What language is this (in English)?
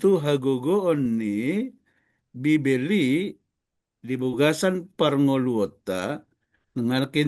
Batak Toba